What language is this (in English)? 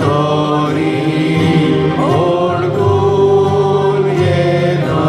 Konkani